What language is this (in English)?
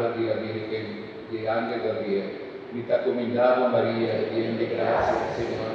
Papiamento